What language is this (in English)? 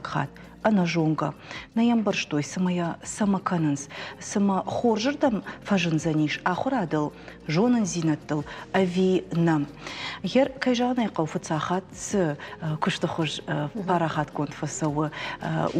Ossetic